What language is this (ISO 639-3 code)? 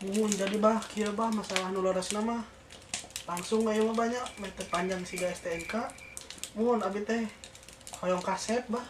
sun